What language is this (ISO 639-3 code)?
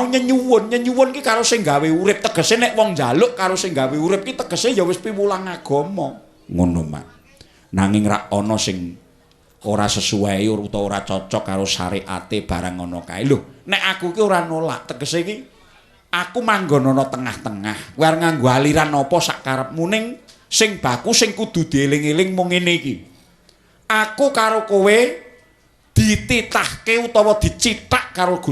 jav